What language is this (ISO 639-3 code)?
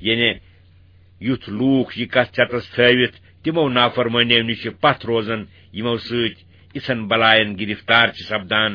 kas